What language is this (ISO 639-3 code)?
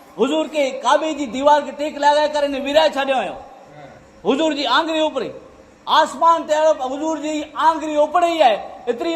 kfr